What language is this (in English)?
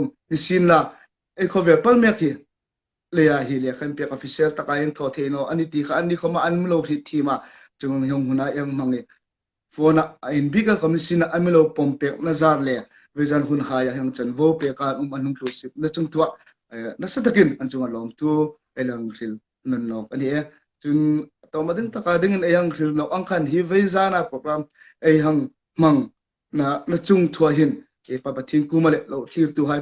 Hmar